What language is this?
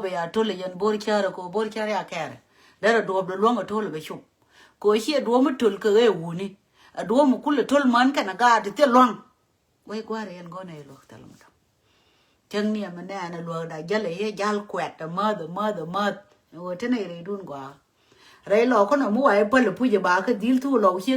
Nuer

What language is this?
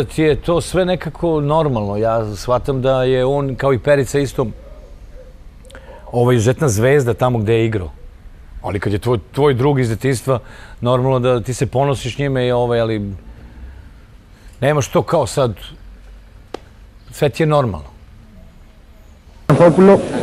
Serbian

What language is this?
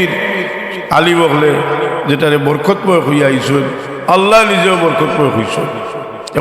Sylheti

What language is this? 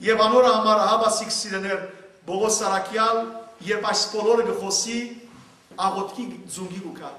Western Armenian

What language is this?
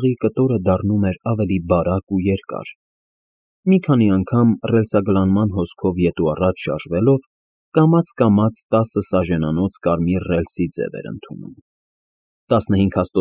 Armenian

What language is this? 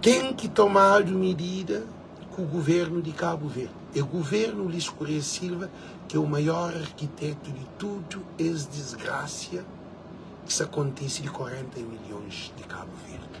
Kabuverdianu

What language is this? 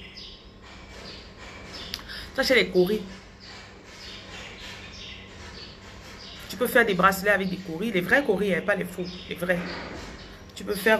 French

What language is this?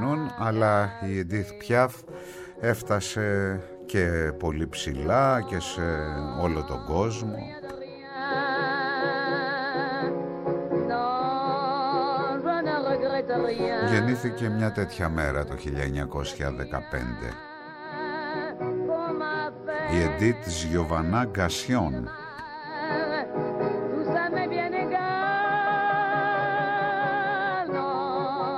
Greek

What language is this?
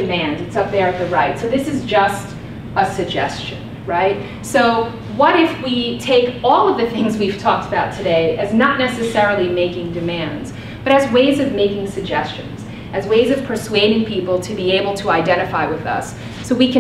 English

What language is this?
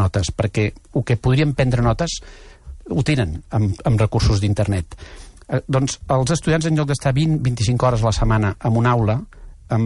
Catalan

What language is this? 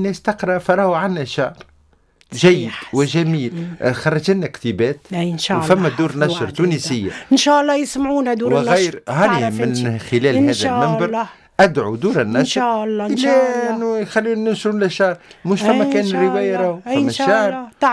Tunisian Arabic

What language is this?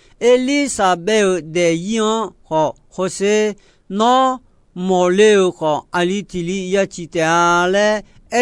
Akha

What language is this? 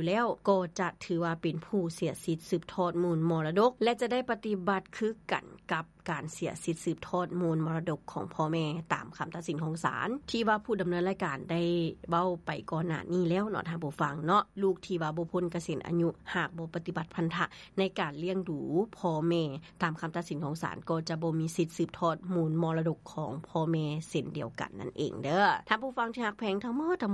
Lao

